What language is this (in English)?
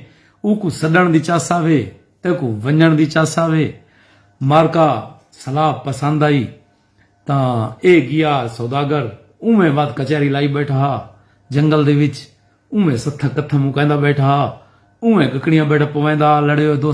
Saraiki